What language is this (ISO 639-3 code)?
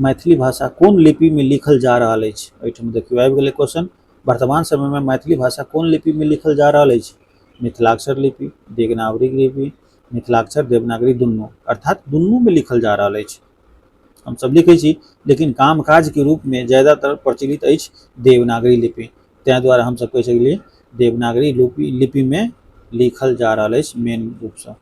mai